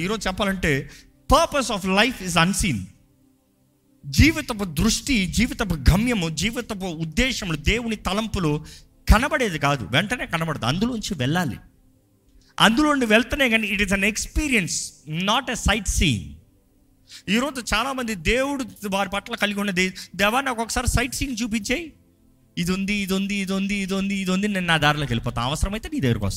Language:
Telugu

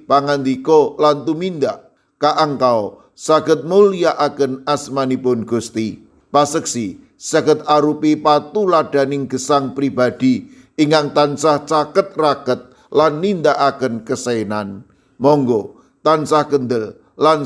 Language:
Javanese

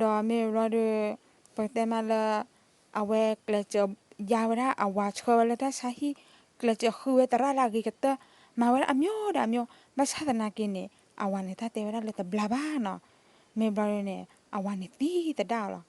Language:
S'gaw Karen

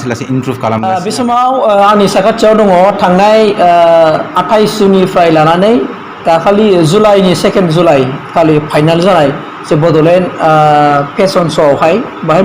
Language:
Bodo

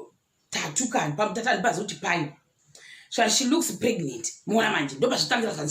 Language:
Shona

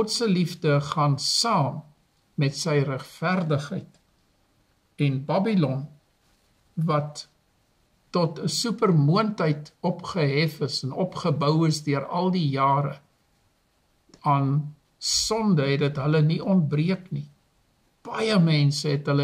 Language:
Afrikaans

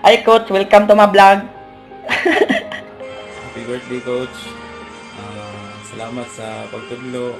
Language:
Cebuano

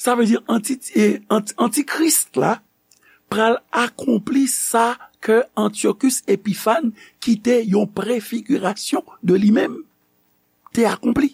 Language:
Haitian Creole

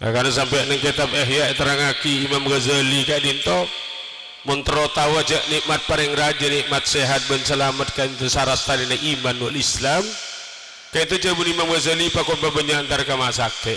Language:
Madurese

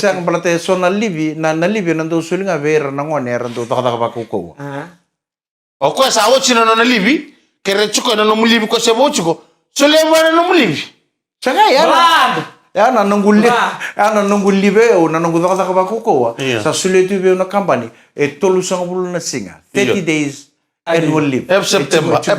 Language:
Fijian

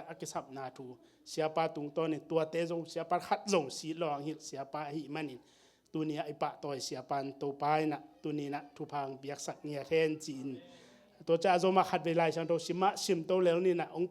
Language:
Tedim Chin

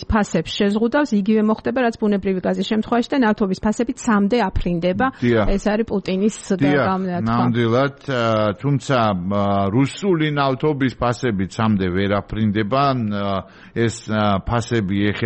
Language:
Georgian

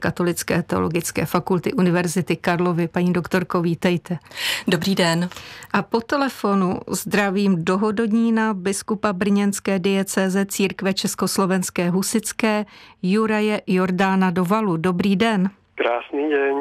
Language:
Czech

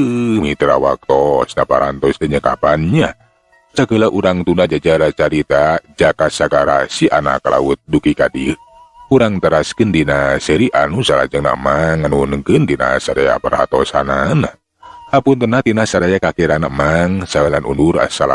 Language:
Sundanese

